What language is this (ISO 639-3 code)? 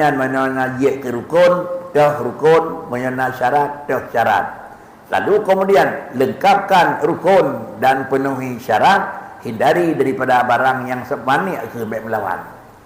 ace